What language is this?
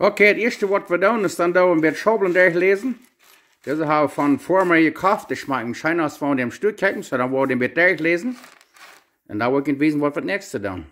Plautdietsch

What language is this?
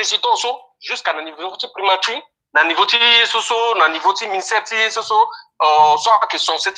Sango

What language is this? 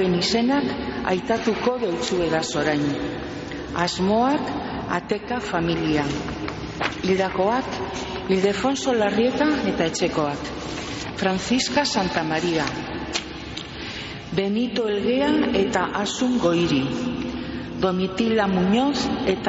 Basque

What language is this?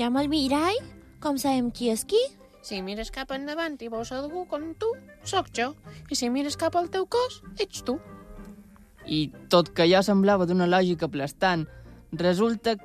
Catalan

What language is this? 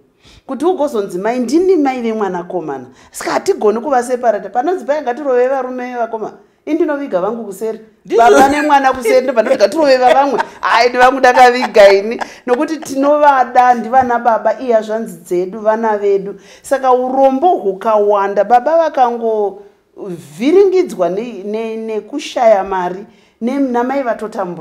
Shona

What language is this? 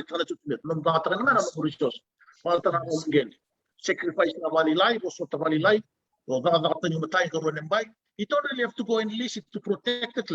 Fijian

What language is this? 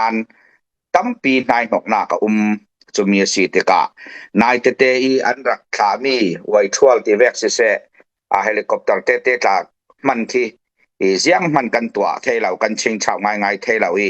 Falam Chin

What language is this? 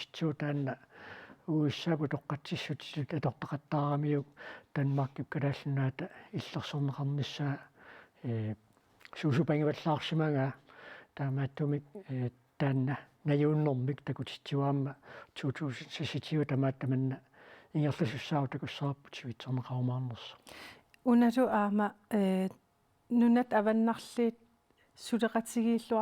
Kalaallisut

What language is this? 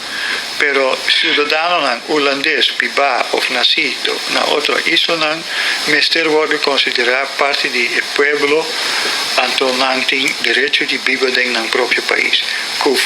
Papiamento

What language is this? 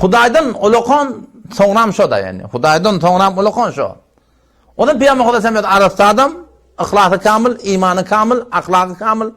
Turkmen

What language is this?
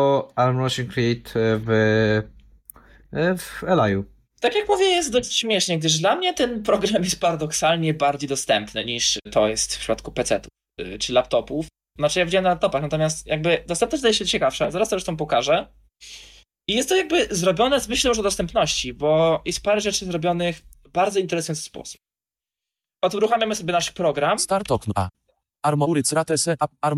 Polish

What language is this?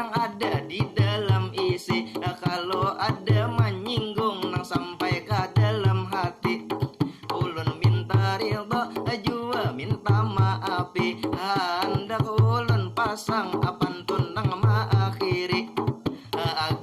Banjar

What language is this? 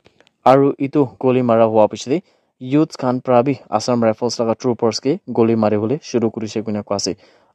Naga Pidgin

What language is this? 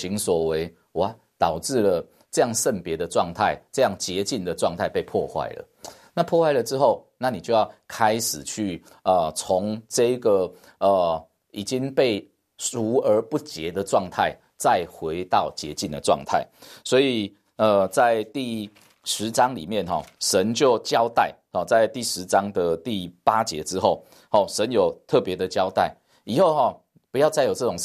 Chinese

